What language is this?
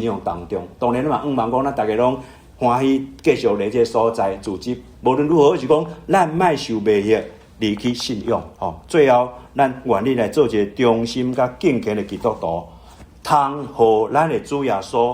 Min Nan Chinese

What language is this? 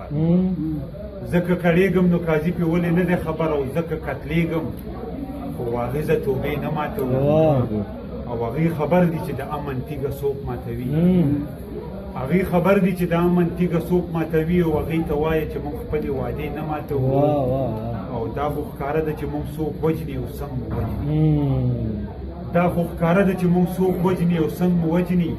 Pashto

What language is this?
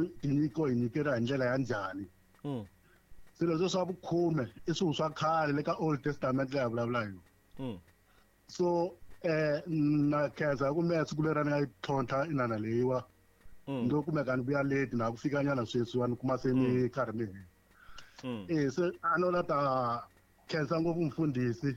Tsonga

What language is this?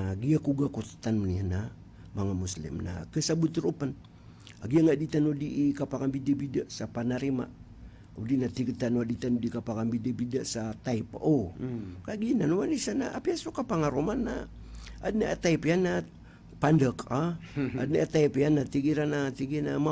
Maranao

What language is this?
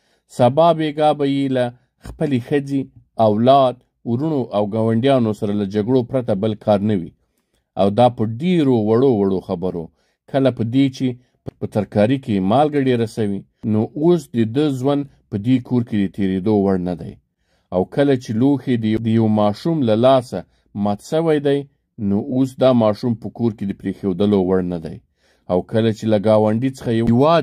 Pashto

